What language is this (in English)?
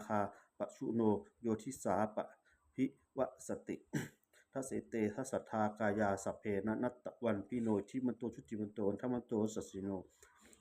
Pali